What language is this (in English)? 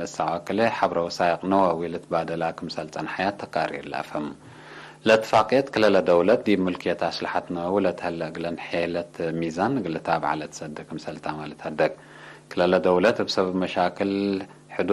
Tigre